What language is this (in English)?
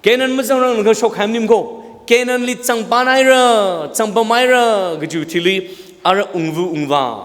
Tangkhul Naga (India)